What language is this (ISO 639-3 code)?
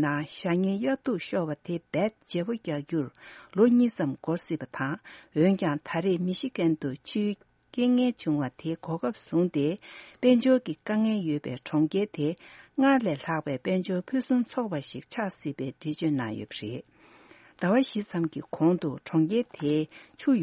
bod